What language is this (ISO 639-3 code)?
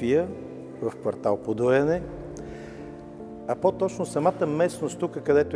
bul